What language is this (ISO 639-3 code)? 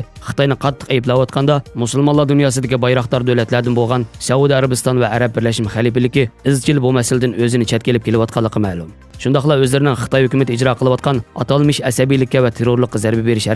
uig